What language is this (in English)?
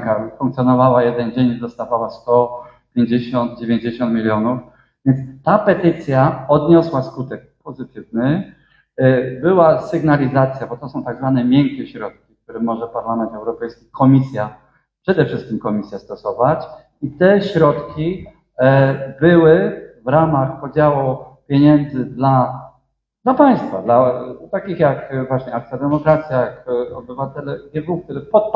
Polish